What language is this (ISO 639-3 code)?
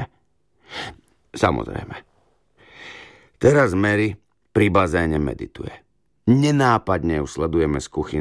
slk